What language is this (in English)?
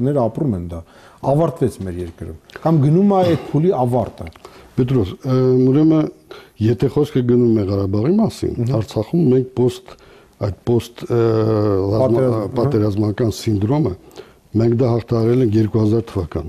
Armenian